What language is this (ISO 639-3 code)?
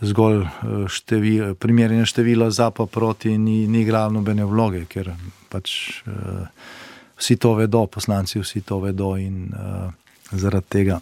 slv